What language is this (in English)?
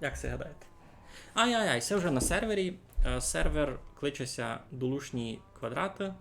Rusyn